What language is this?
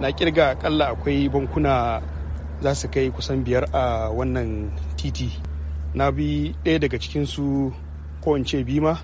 Hausa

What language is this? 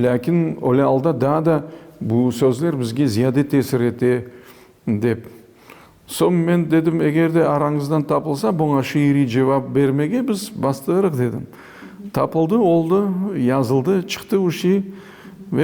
Crimean Tatar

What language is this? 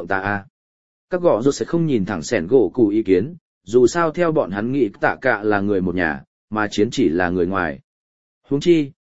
Vietnamese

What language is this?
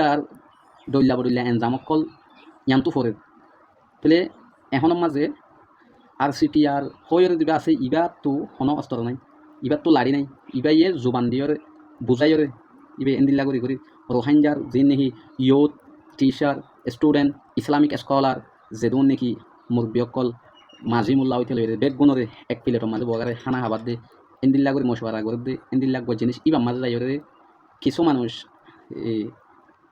Rohingya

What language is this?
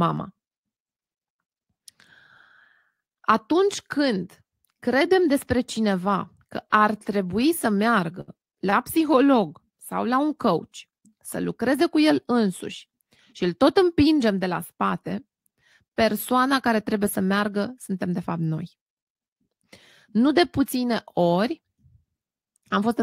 Romanian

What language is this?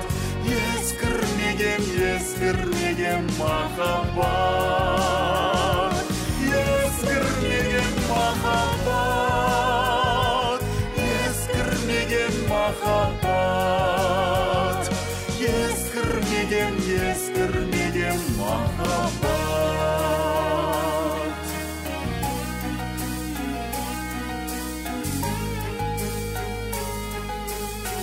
Kazakh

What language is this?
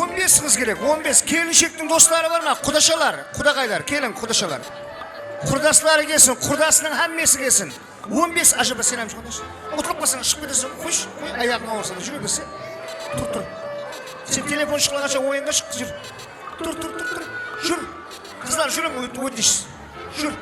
Kara-Kalpak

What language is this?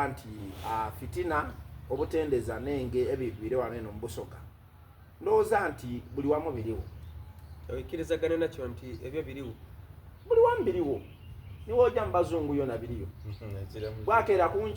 Soga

